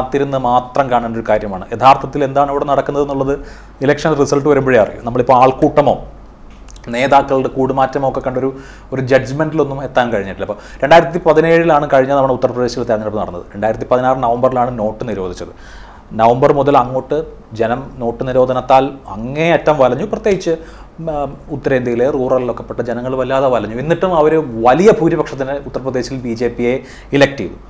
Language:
Malayalam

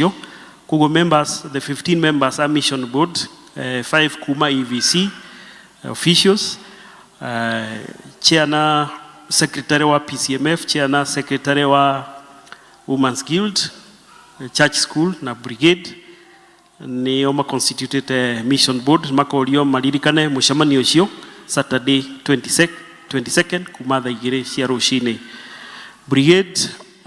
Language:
Kikuyu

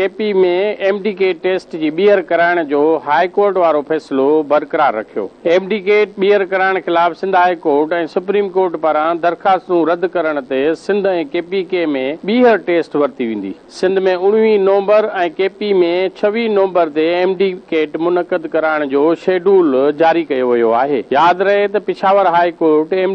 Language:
Sindhi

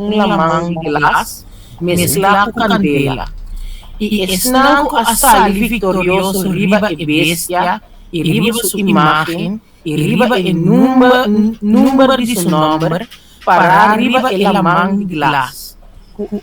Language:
Papiamento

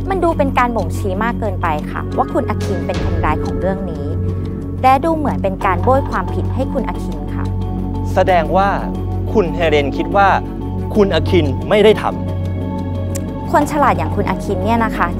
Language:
Thai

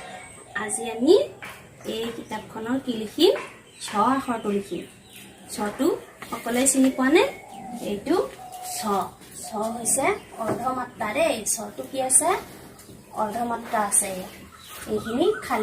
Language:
Assamese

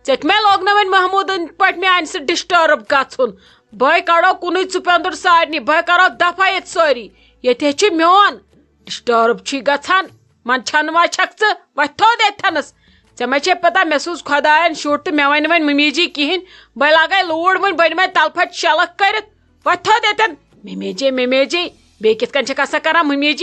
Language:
Kashmiri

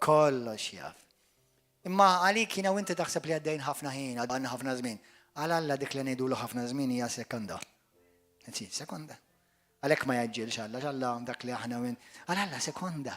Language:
Maltese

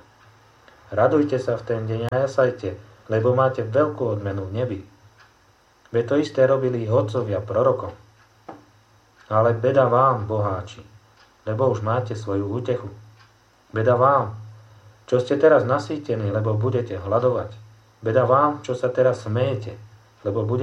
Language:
Slovak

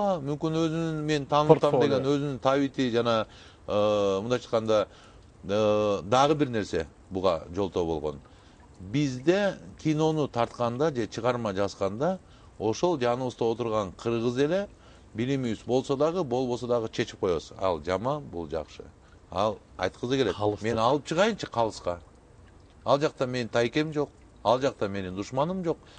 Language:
Kyrgyz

